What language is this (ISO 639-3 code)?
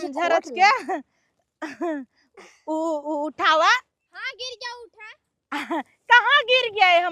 awa